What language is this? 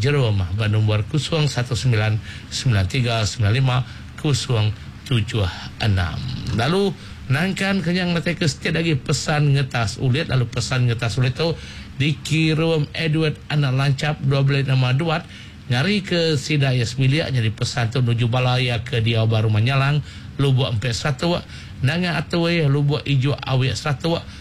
Iban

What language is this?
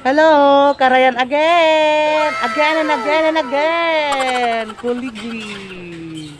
Iloko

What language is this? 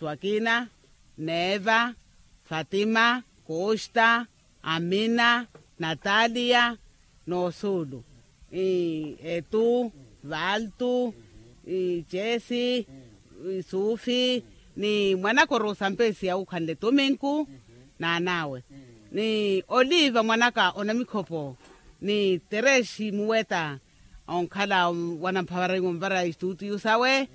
Makhuwa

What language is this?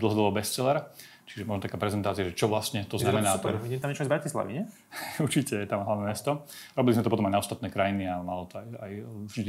Slovak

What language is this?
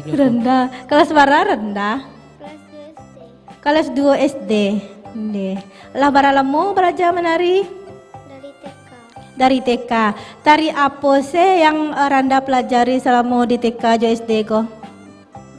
Minangkabau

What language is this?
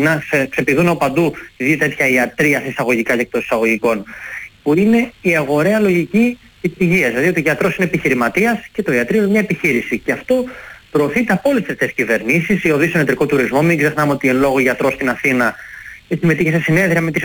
Greek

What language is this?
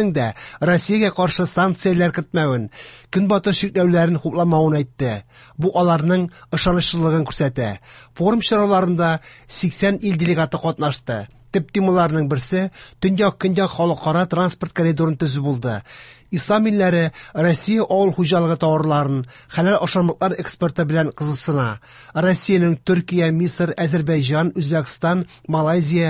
Tatar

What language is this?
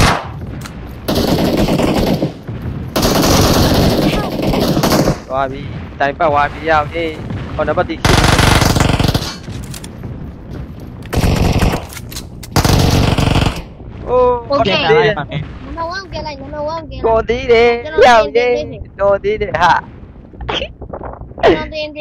Burmese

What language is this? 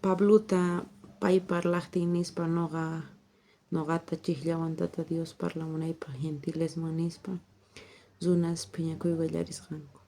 South Bolivian Quechua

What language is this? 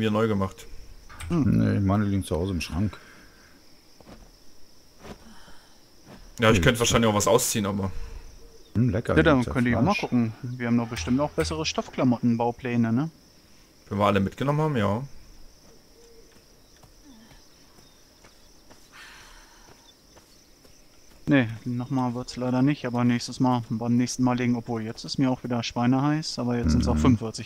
German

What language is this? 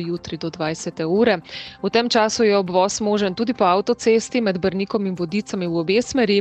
Slovenian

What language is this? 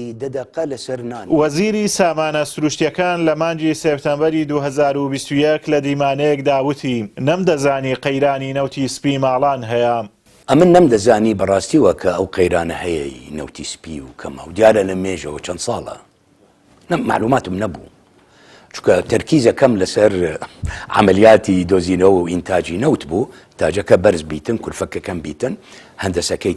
Central Kurdish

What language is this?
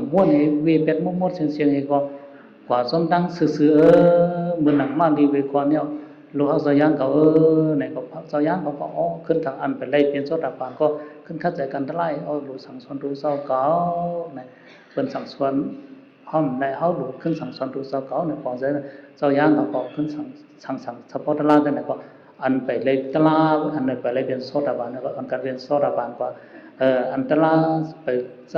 Shan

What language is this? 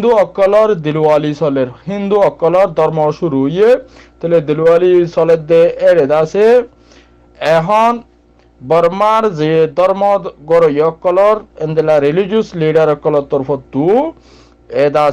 Rohingya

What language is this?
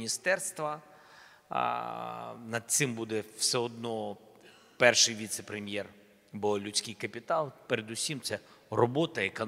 Ukrainian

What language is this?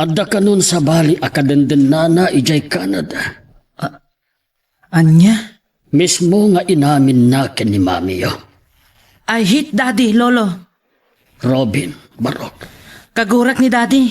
Iloko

